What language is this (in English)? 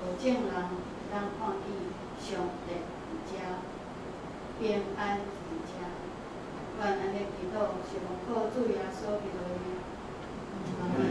Min Nan Chinese